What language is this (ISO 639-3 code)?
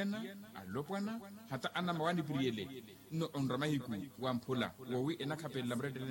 vmw